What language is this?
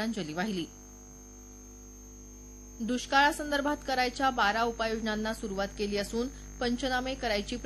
Marathi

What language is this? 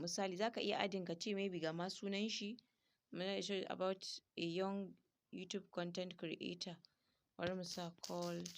Hausa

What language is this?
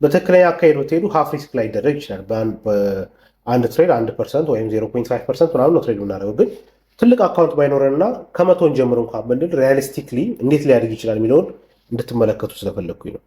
Amharic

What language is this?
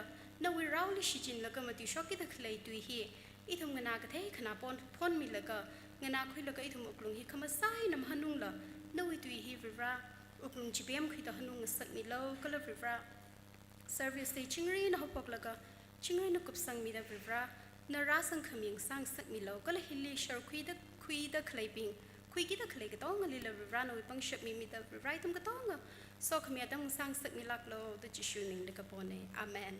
Tangkhul Naga (India)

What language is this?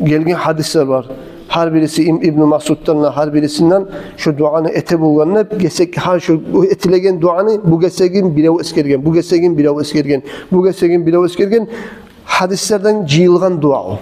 Kumyk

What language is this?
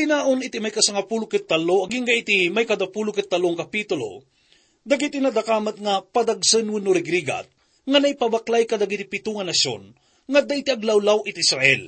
Iloko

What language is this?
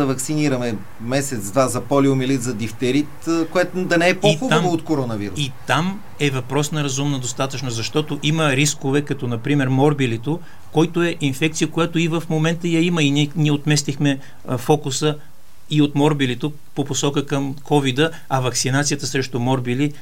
Bulgarian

